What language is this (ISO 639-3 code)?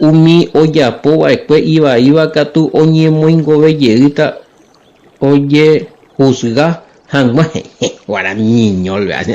grn